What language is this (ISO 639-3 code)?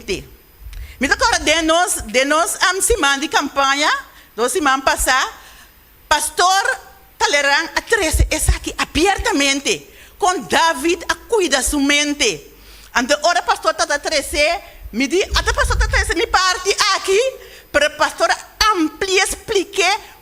pap